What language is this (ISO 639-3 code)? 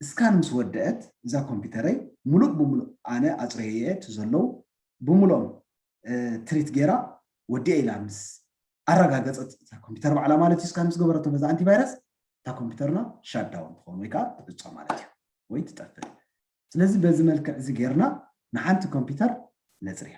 tir